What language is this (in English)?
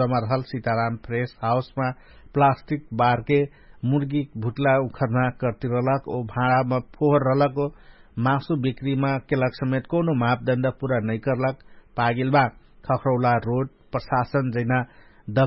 Dangaura Tharu